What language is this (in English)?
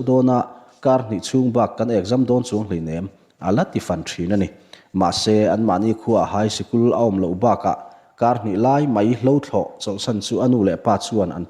Mizo